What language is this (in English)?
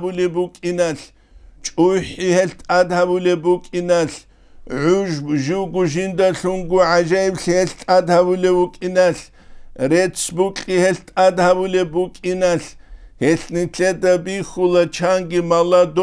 Avaric